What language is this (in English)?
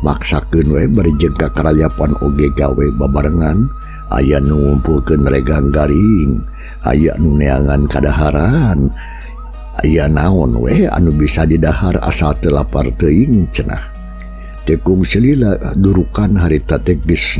Sundanese